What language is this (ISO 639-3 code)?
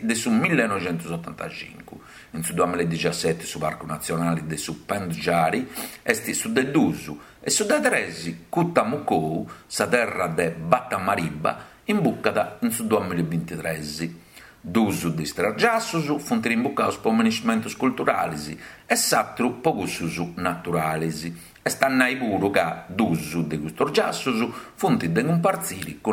srd